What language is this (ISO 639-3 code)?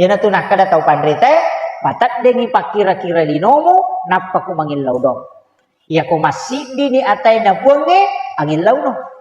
bug